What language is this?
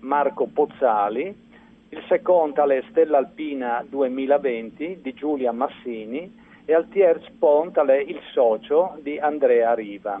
Friulian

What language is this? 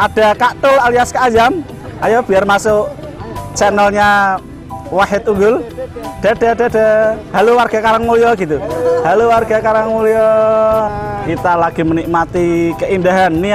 Indonesian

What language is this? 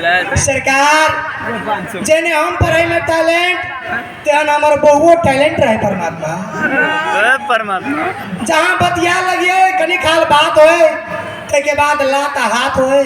Maithili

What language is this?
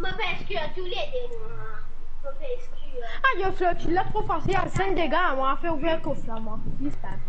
Morisyen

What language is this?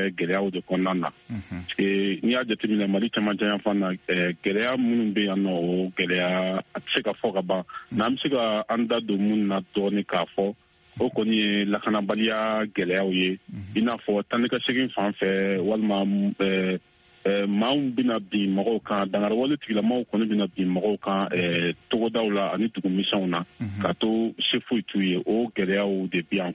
Bambara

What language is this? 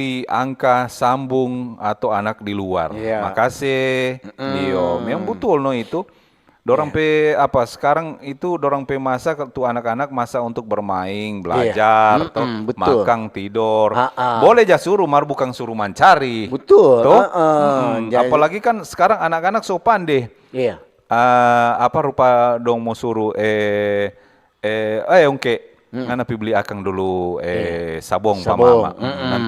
Manado Malay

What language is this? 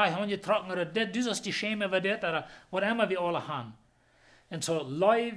Plautdietsch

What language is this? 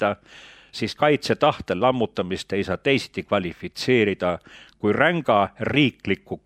Estonian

